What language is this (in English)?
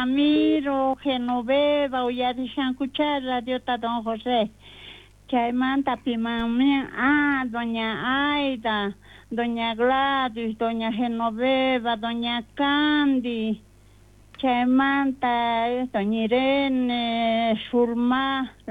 South Bolivian Quechua